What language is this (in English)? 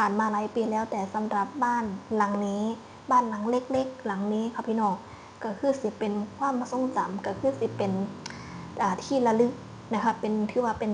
Northeastern Thai